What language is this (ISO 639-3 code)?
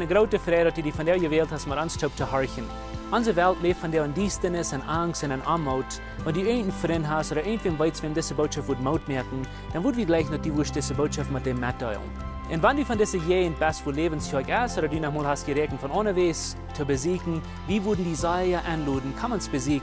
pdt